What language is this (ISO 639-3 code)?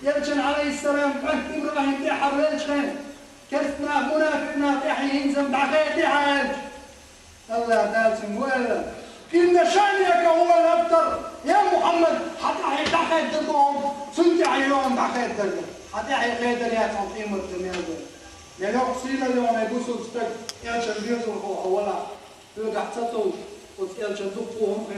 che